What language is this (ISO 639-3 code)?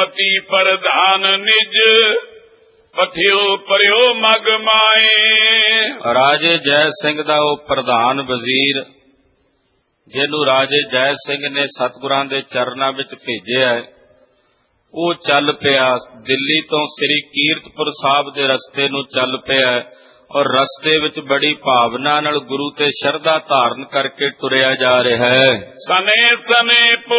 pan